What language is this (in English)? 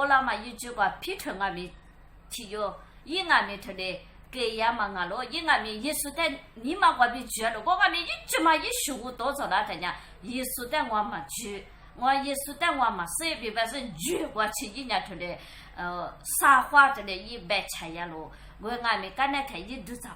Lisu